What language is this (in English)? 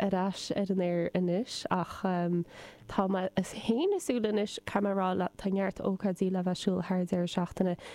Irish